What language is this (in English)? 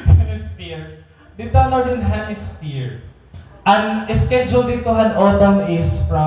Waray